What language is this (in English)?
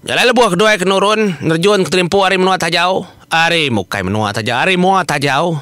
Iban